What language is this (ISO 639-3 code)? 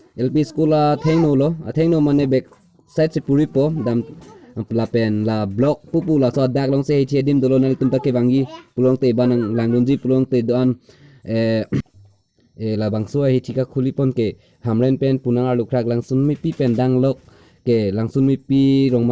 mjw